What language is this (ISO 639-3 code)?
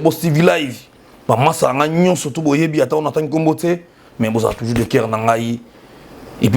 lin